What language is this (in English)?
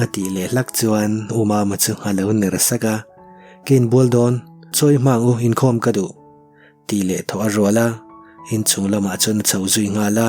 Mizo